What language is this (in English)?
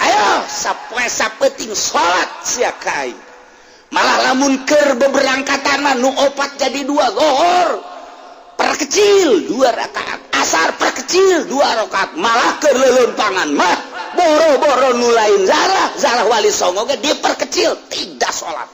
Sundanese